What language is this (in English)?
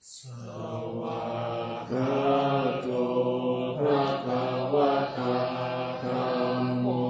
Pali